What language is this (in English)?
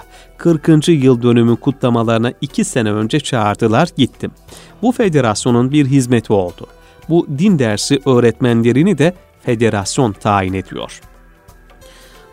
Turkish